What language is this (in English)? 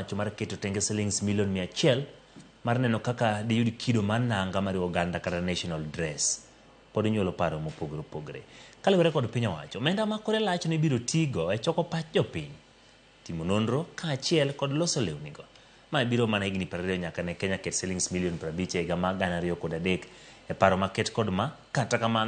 Luo (Kenya and Tanzania)